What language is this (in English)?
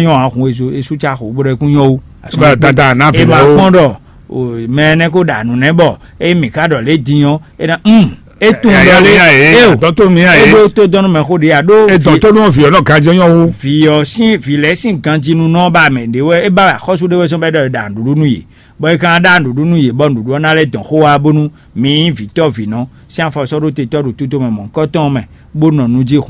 Fon